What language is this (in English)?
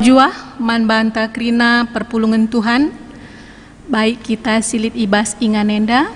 Batak Karo